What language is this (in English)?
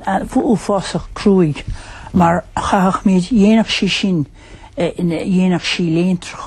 Irish